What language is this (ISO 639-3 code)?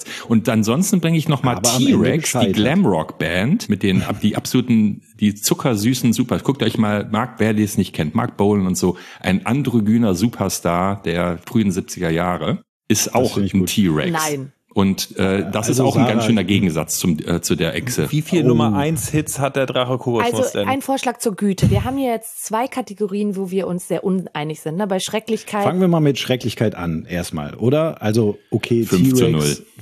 deu